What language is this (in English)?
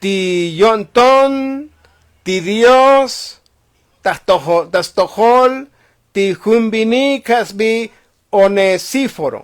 Tzotzil